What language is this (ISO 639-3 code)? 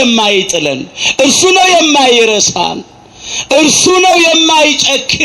amh